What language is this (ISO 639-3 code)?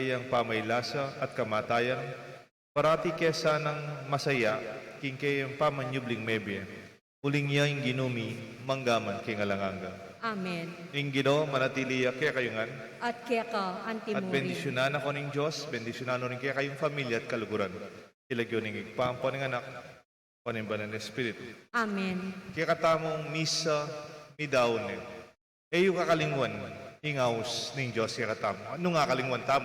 pam